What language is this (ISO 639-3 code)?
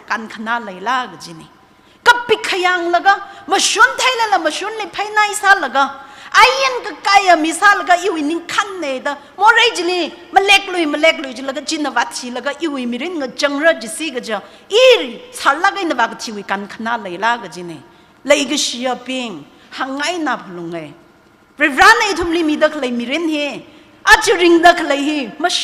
nmf